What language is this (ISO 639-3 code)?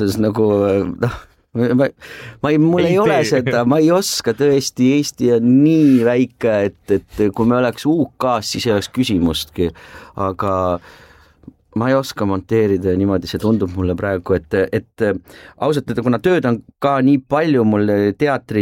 est